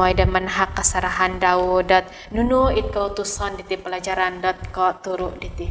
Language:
Central Dusun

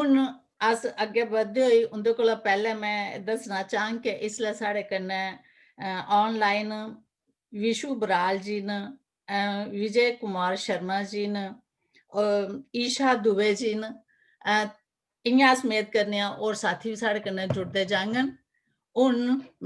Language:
Dogri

